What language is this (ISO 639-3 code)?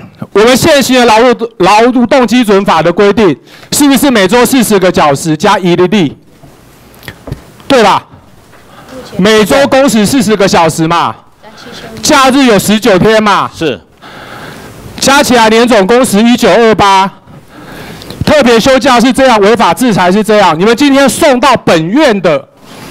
zho